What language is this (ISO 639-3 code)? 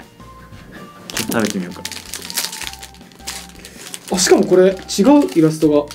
jpn